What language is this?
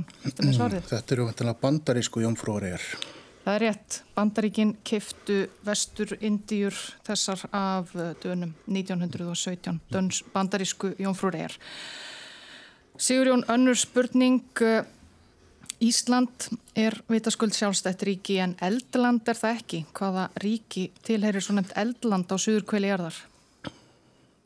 Icelandic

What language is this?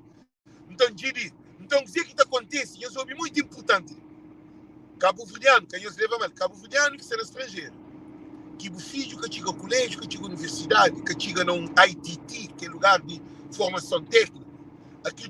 Kabuverdianu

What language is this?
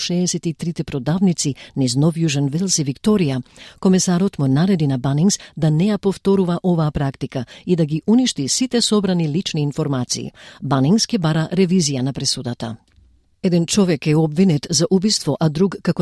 Macedonian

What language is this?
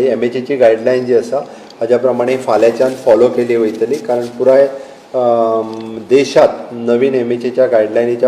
Konkani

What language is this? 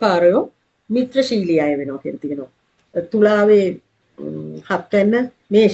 Sinhala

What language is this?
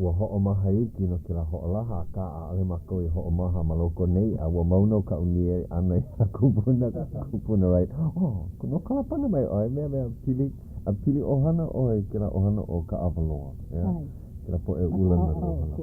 Hawaiian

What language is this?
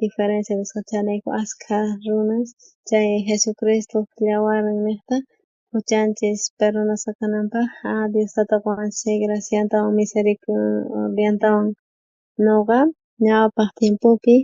South Bolivian Quechua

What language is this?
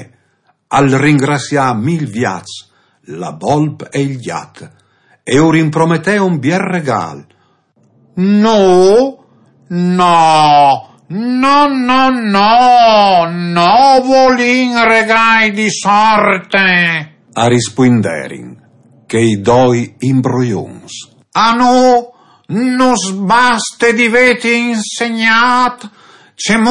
Friulian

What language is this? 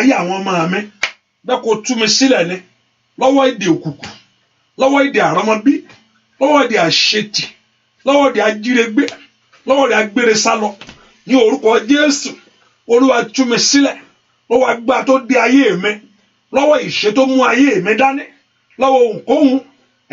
Yoruba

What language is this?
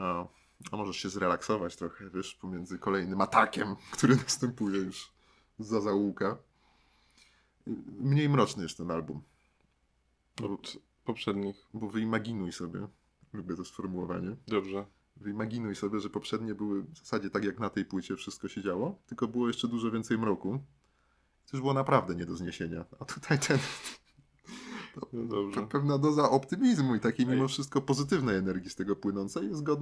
Polish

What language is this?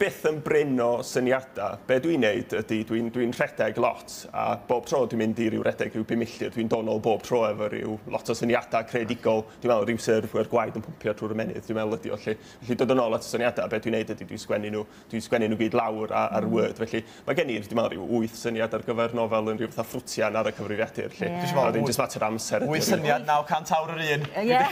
Welsh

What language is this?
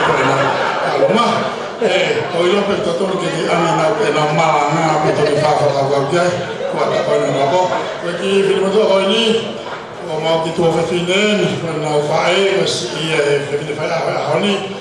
Tongan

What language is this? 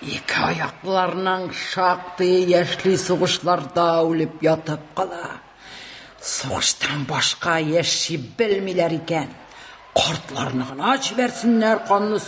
Tatar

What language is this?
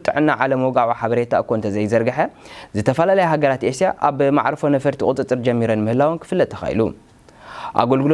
Tigrinya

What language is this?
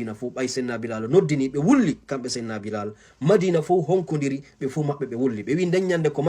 Fula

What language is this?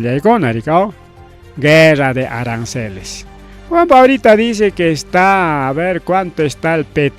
Ayacucho Quechua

